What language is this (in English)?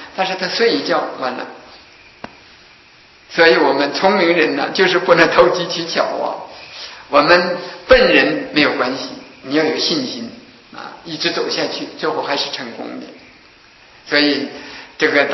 Chinese